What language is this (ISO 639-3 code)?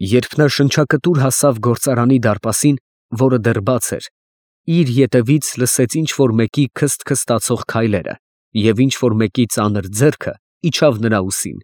hye